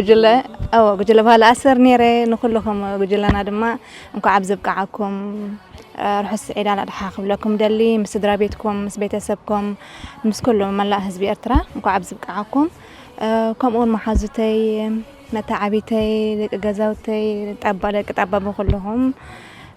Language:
Tigrinya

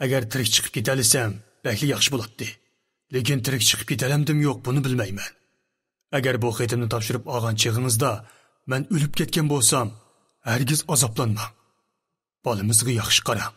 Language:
Uyghur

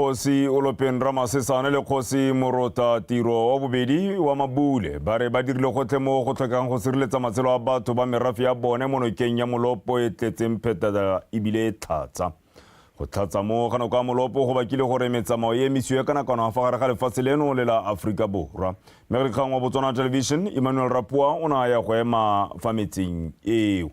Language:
Tswana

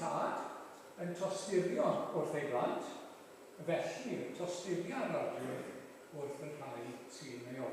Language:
Welsh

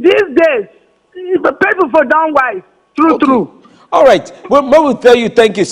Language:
Nigerian Pidgin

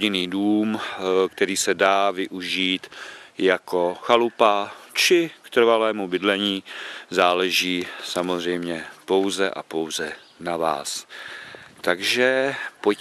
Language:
Czech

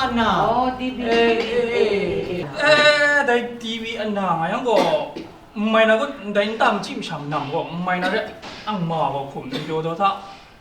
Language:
Kachin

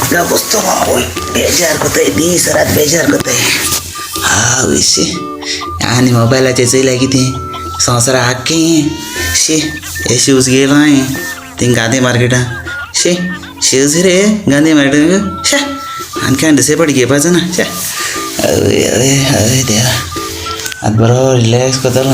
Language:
Konkani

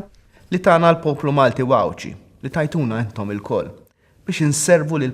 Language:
Maltese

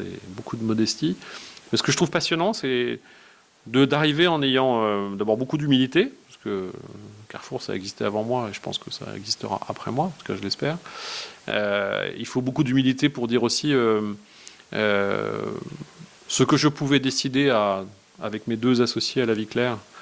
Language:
French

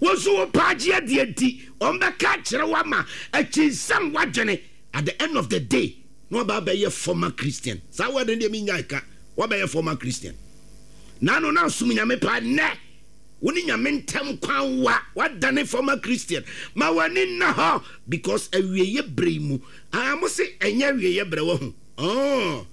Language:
Akan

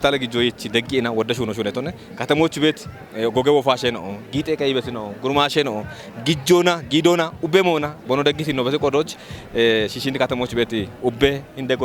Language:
Kafa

